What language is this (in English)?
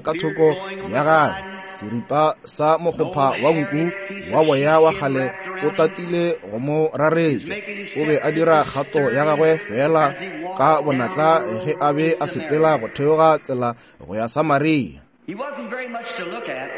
Northern Sotho